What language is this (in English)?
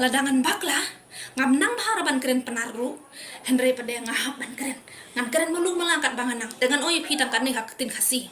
Khasi